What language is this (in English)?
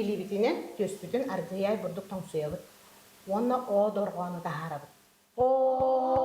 Yakut